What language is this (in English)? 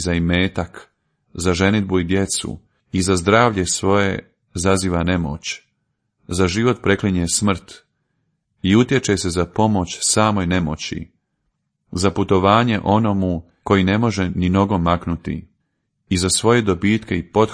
Croatian